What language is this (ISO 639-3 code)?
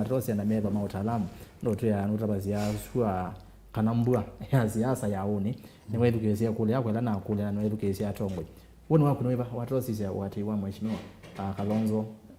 kam